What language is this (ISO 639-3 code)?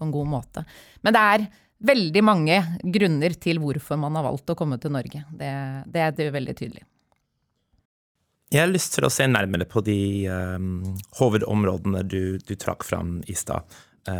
nor